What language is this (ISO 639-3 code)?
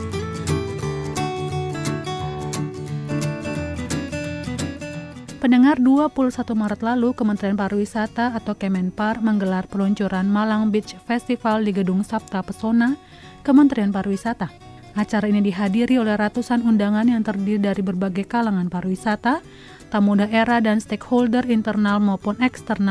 ind